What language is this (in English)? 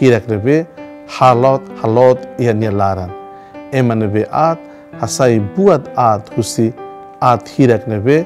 Tetum